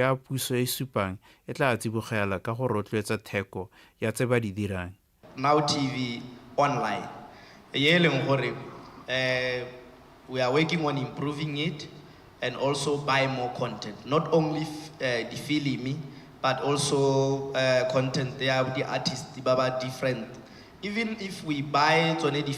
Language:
Tswana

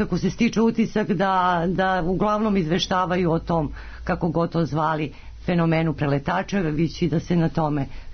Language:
Serbian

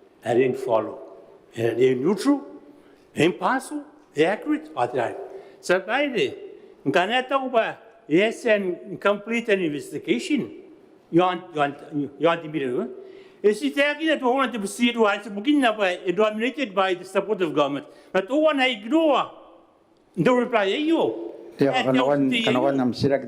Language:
Gilbertese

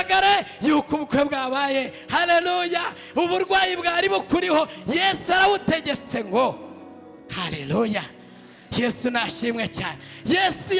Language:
Kinyarwanda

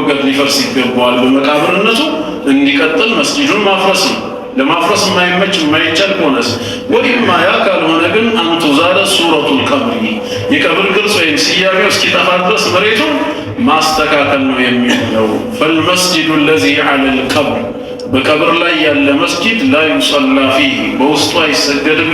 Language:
Amharic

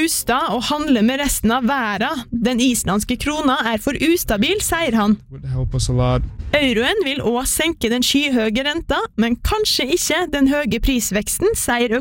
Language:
Norwegian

